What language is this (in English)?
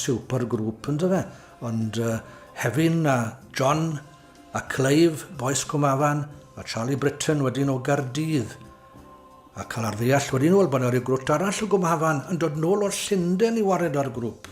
Welsh